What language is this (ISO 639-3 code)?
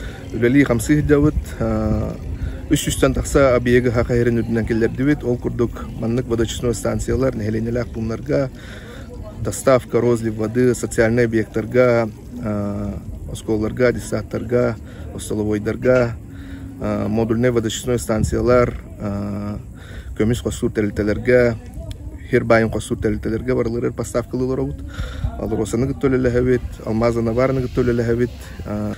sah